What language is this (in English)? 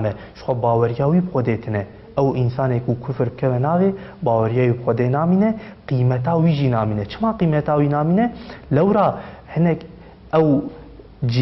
Kurdish